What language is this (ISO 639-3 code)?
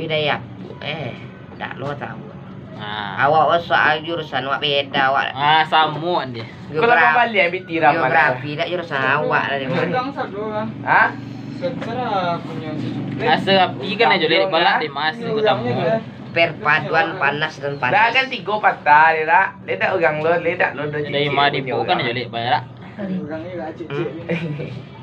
min